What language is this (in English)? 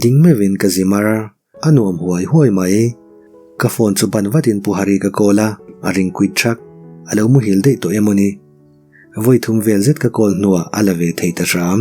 Mizo